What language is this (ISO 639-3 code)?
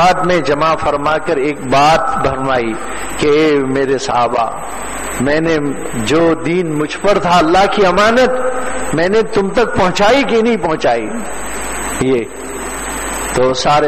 urd